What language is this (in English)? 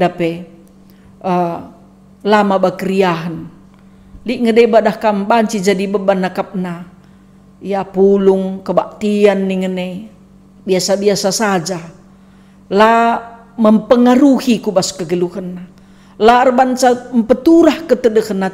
Batak Karo